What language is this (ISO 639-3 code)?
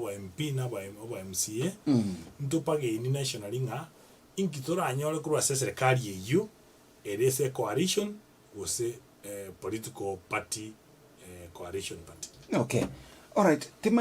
guz